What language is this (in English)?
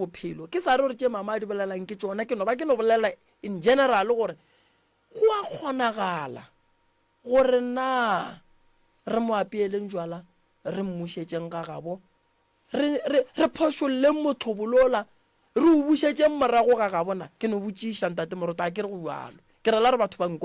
Northern Sotho